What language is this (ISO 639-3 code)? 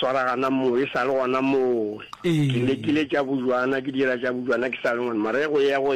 nso